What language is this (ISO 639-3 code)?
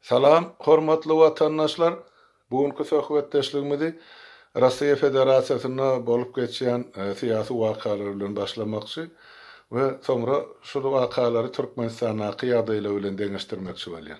tuk